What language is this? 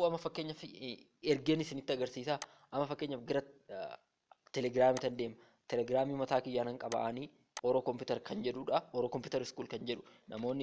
Oromo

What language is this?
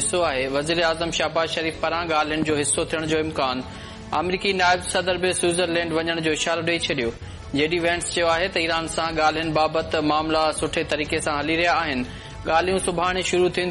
Sindhi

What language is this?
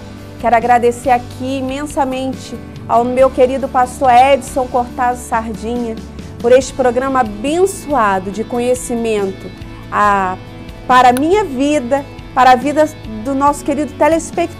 Portuguese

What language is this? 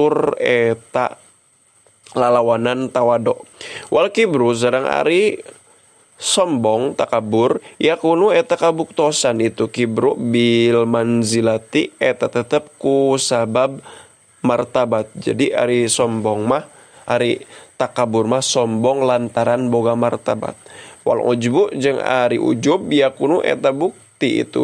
Sundanese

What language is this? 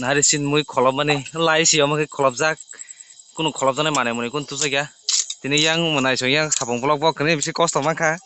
Kok Borok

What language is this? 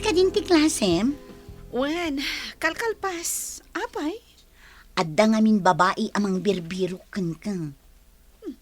Iloko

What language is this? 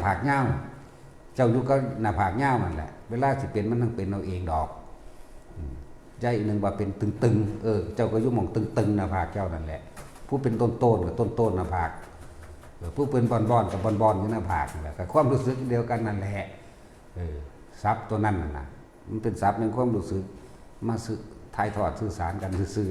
Northeastern Thai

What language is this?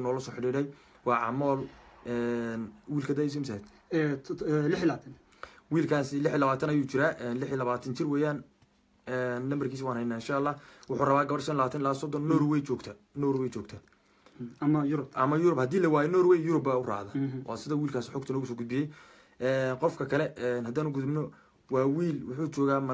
Somali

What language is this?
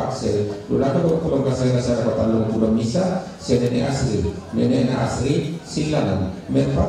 Toraja-Sa'dan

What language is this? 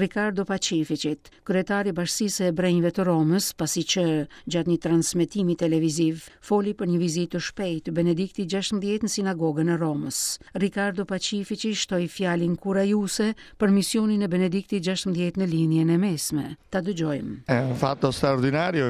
Albanian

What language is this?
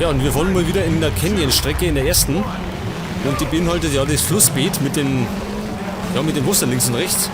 Bavarian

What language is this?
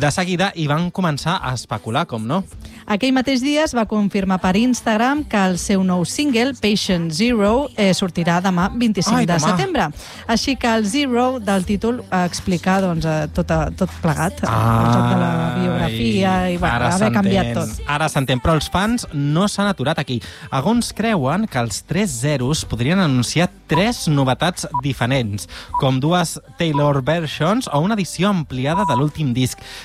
Catalan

